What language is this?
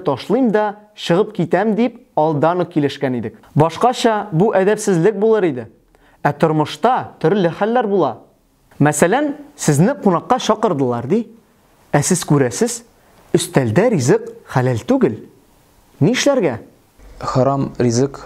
Tatar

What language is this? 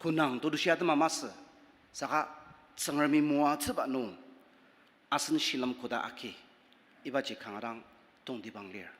Ao Naga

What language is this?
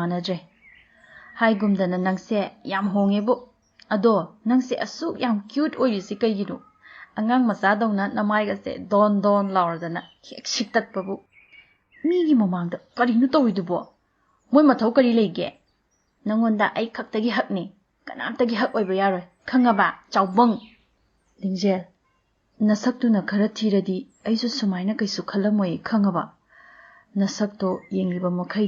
Manipuri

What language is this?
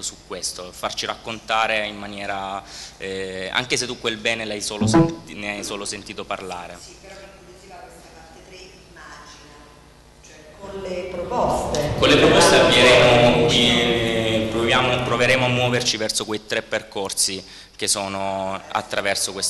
Italian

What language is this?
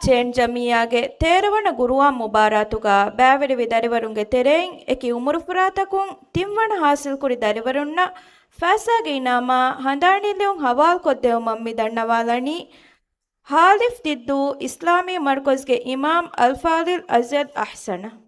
Divehi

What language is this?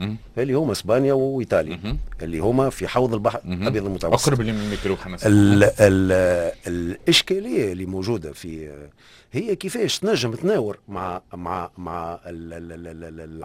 Tunisian Arabic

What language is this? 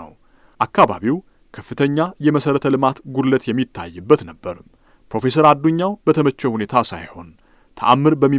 Amharic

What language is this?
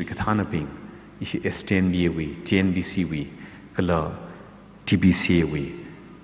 Tangkhul Naga (India)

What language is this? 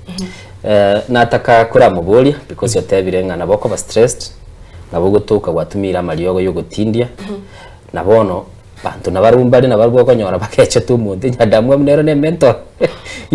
Gusii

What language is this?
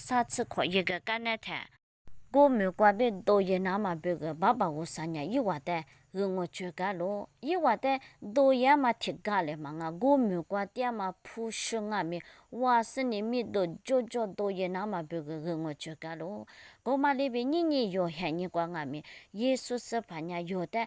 Lisu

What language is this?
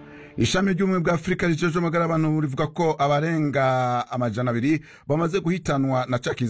Kinyarwanda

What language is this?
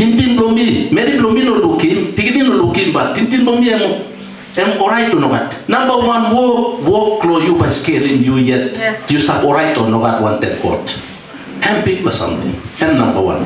Tok Pisin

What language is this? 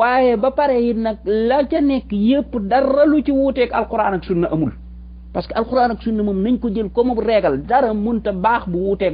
Wolof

